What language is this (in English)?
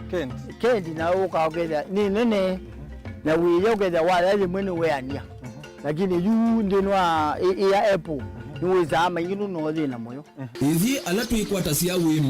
Kamba